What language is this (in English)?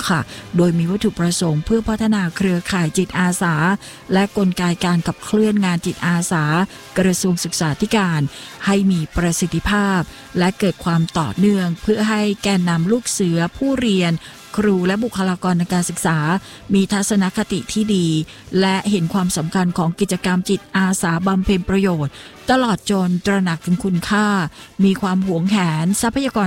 Thai